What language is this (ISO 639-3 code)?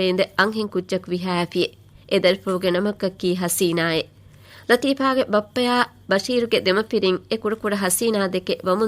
div